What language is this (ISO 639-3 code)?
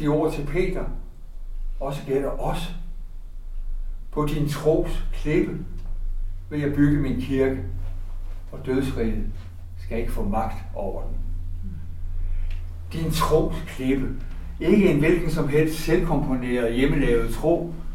dan